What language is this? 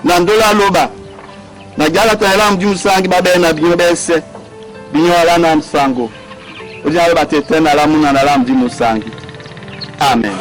Duala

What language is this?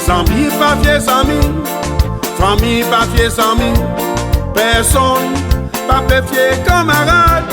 Seselwa Creole French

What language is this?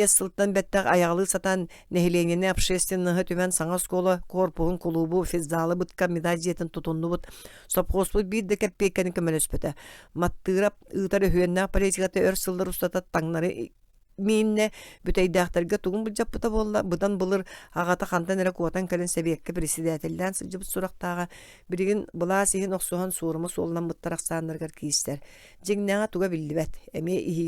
Yakut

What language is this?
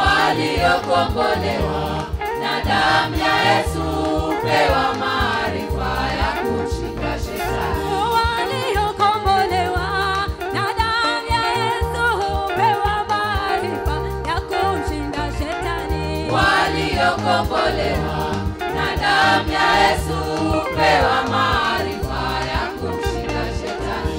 Swahili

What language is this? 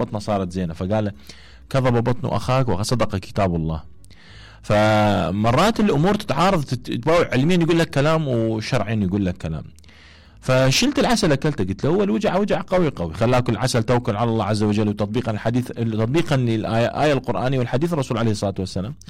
Mesopotamian Arabic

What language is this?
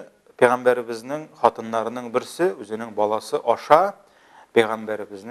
Tatar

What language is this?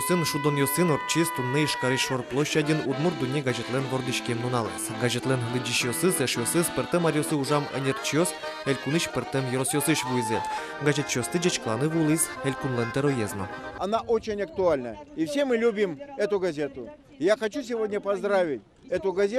Udmurt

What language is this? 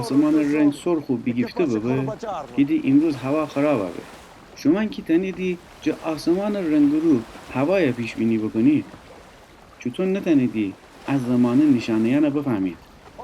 Gilaki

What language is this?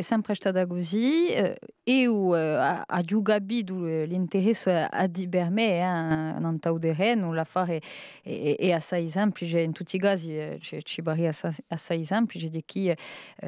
Corsican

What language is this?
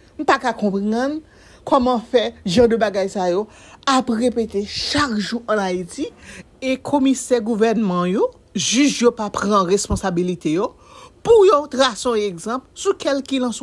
Haitian Creole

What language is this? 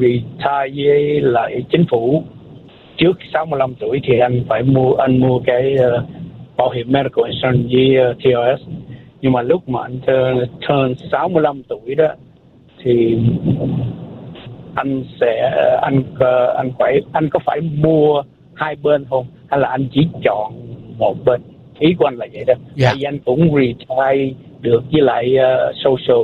Vietnamese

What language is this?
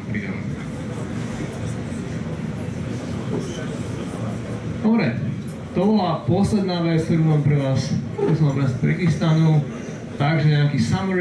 Slovak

